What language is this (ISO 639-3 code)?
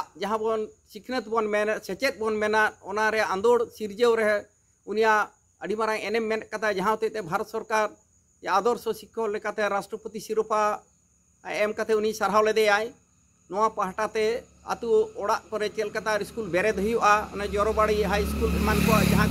sat